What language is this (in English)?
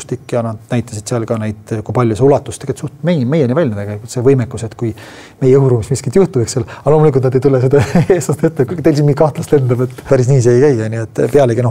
Estonian